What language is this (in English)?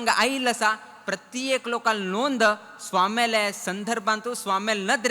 Konkani